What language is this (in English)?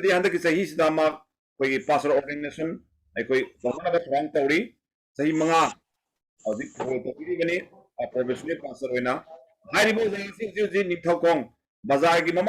Manipuri